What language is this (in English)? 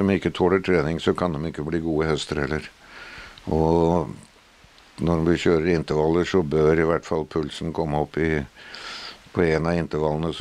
Norwegian